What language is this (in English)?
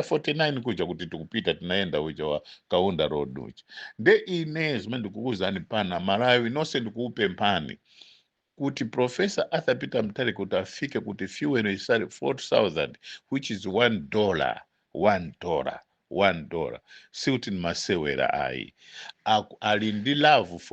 Nyanja